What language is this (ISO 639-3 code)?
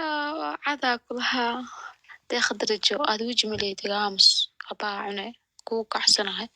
som